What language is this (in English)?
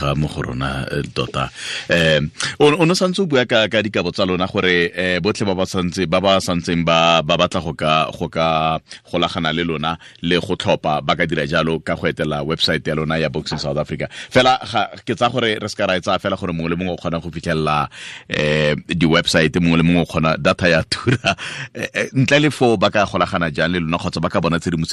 Tswana